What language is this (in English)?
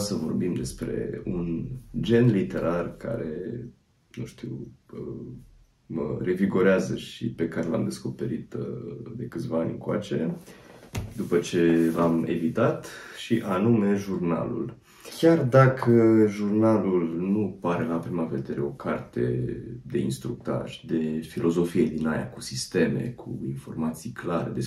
Romanian